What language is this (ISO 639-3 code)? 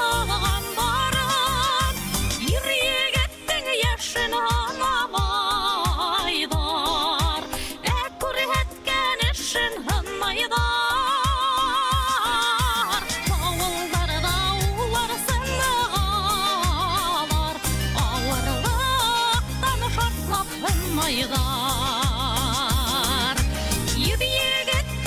bak